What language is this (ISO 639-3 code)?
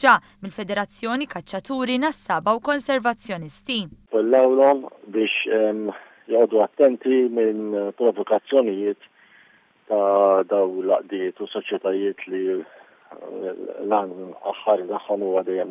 mlt